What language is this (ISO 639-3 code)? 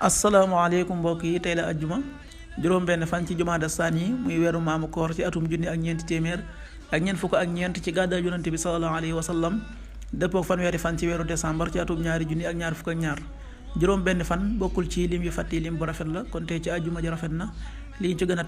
wol